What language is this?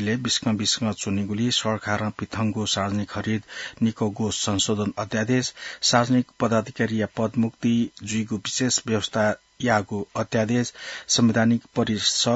Newari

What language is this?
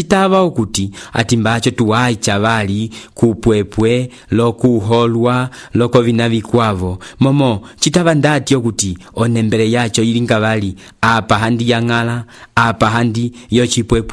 Umbundu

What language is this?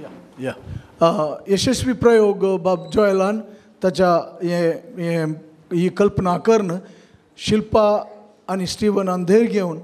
Konkani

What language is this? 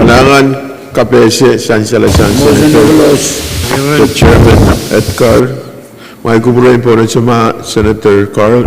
Pohnpeian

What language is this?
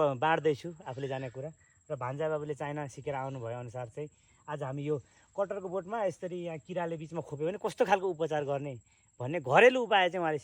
Nepali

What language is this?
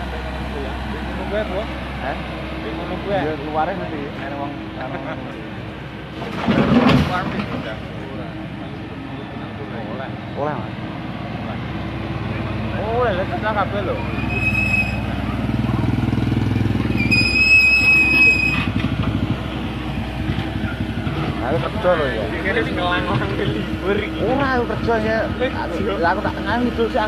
Javanese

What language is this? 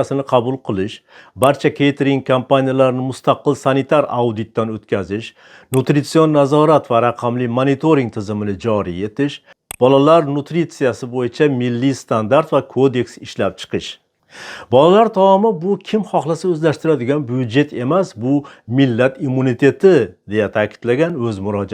Uzbek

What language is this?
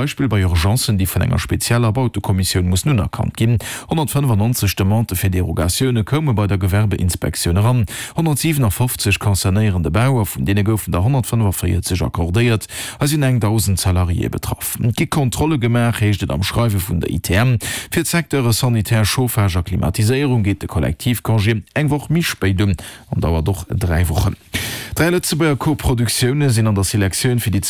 Luxembourgish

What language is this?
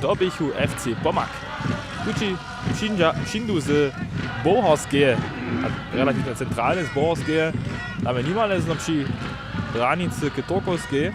Upper Sorbian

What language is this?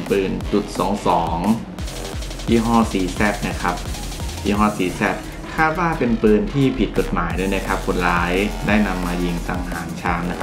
Thai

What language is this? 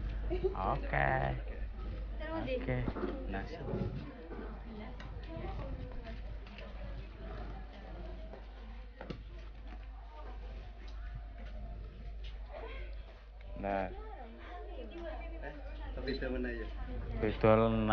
Indonesian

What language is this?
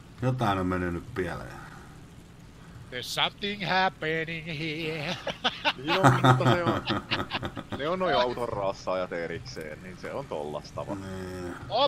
Finnish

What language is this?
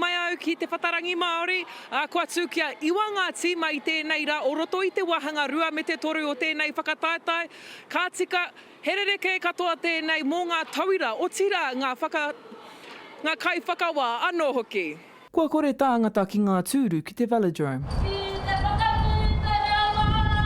Māori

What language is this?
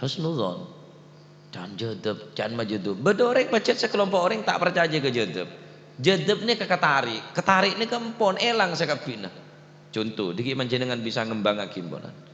Madurese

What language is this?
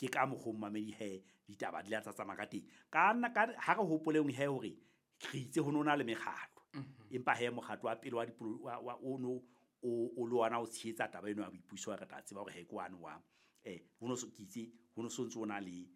Southern Sotho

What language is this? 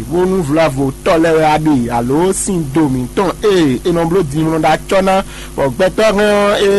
Fon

